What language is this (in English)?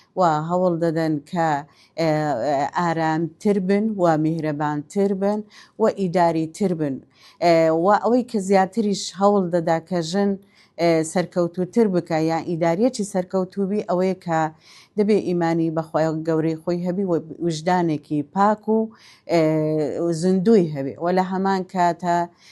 Central Kurdish